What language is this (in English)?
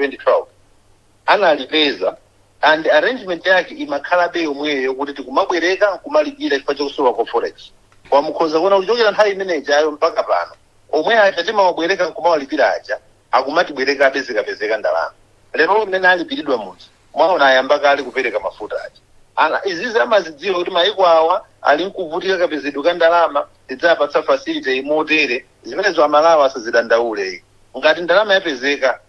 Nyanja